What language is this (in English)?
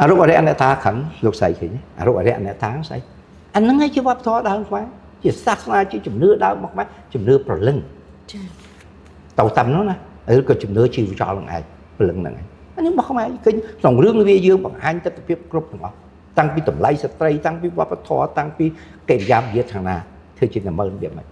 Khmer